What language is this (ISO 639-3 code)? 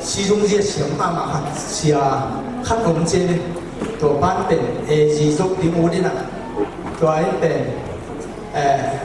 ctd